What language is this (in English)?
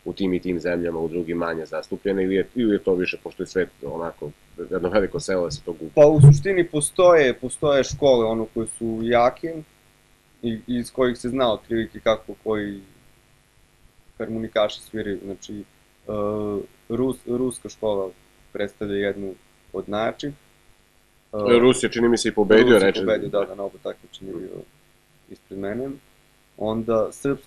Serbian